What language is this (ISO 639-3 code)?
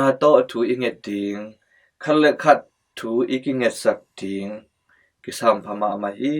ctd